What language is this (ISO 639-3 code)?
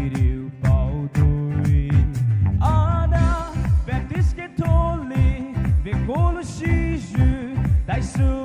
pmx